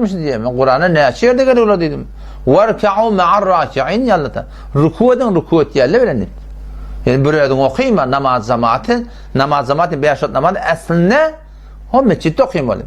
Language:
Turkmen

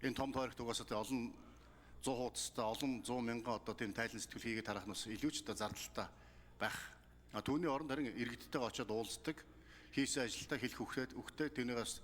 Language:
Mongolian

